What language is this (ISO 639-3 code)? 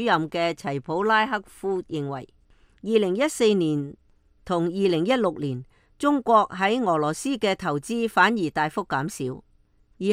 yue